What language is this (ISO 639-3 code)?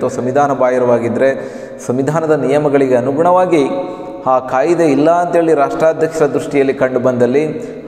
kan